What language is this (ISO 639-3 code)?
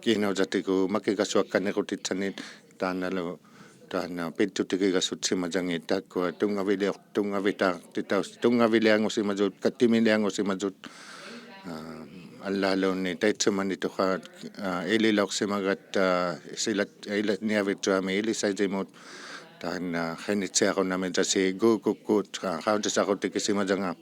iku